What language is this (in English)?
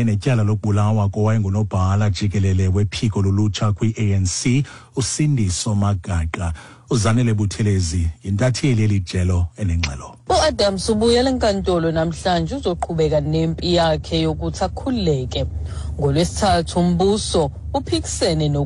Xhosa